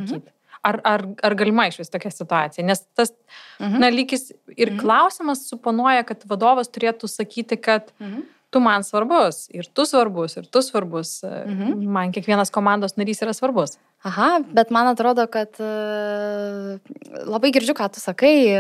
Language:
Lithuanian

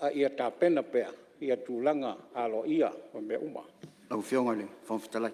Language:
Samoan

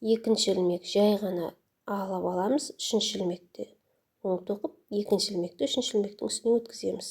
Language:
Kazakh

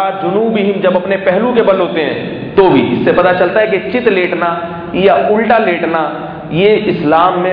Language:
Urdu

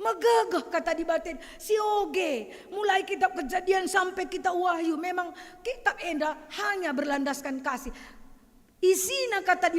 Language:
Batak Karo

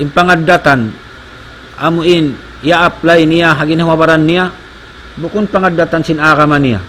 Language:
Tausug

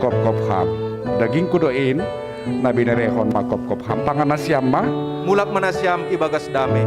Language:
Batak Simalungun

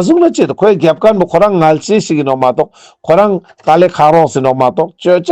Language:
Ladakhi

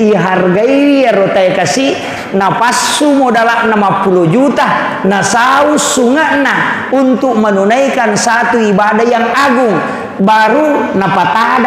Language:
Buginese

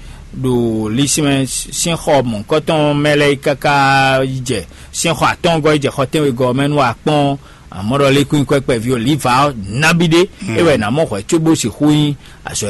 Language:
Fon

